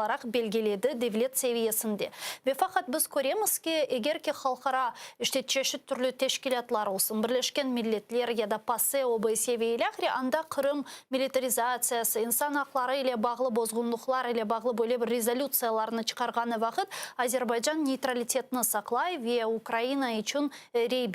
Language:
Crimean Tatar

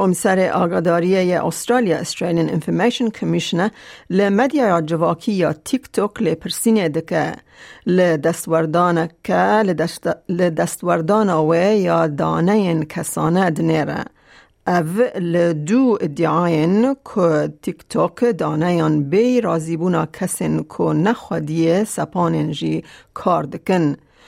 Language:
Kurdish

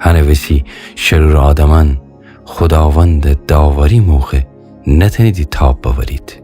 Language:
Gilaki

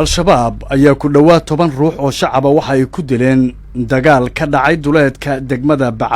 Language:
Somali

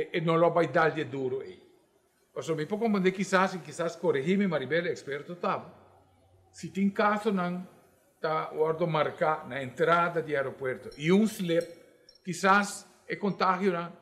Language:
Papiamento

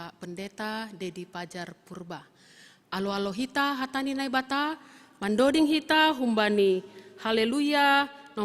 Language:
Batak Simalungun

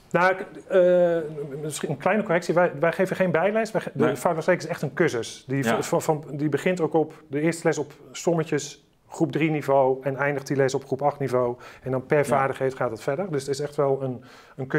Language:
Dutch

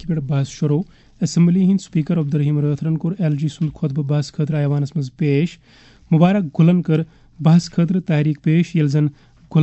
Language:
Kashmiri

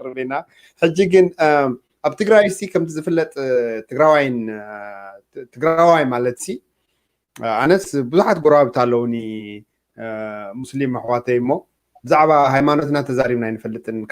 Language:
Tigrinya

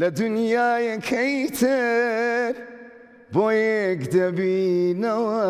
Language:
Central Kurdish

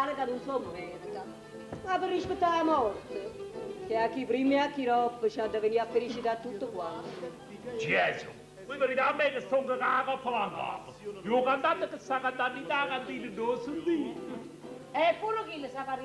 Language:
Neapolitan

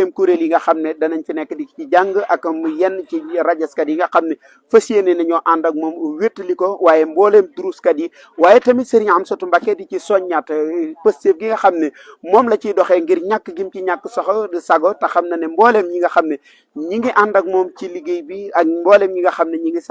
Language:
Wolof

